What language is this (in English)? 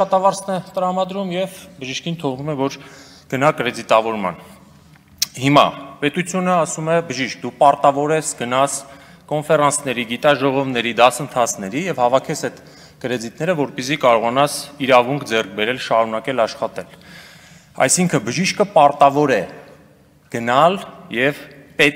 Armenian